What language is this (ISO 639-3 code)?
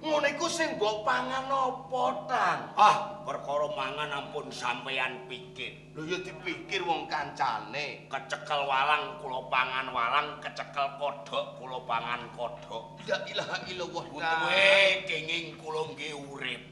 jav